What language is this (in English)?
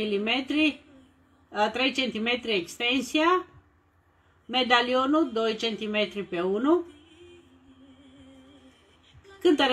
Romanian